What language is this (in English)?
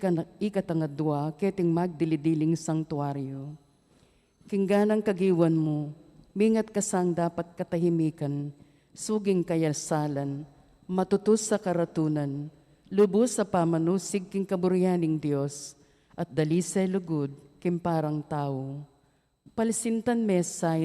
Pampanga